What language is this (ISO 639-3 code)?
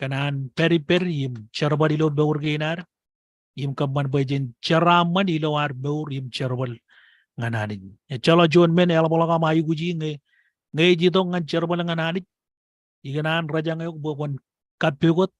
mah